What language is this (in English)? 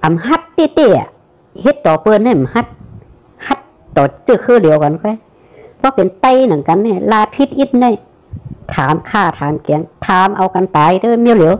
Shan